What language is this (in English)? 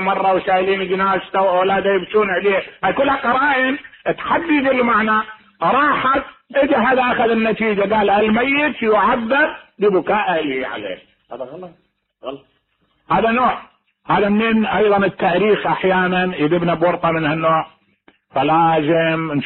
Mesopotamian Arabic